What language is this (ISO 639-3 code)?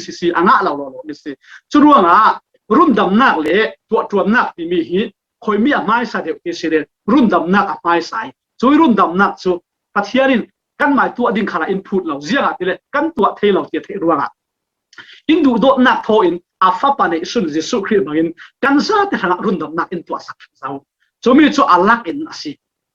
cfm